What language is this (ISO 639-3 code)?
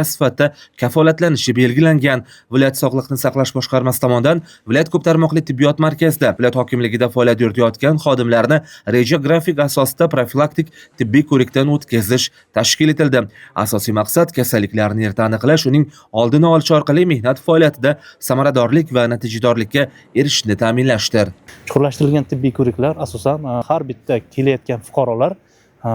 uzb